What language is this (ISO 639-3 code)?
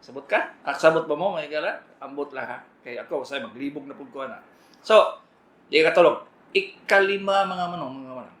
ceb